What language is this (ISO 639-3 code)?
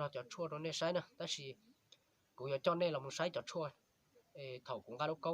hmn